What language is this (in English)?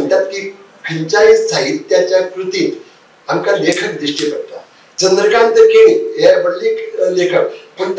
Konkani